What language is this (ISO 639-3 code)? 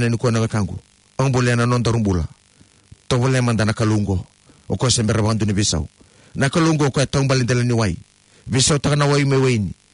fij